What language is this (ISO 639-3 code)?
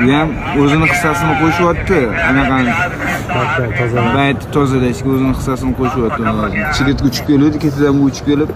uzb